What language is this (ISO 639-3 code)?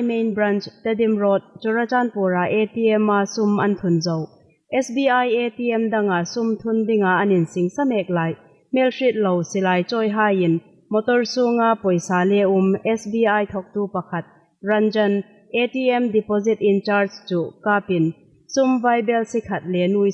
hmr